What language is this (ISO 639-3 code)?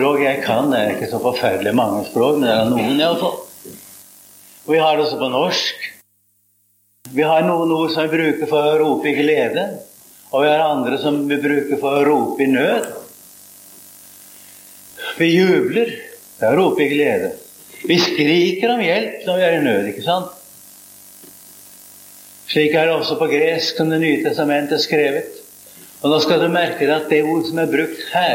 nor